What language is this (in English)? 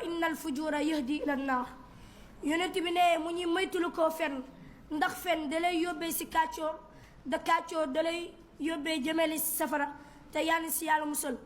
Wolof